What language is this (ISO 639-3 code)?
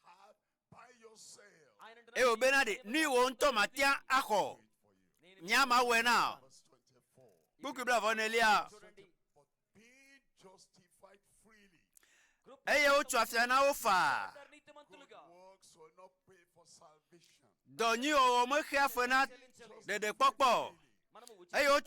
ewe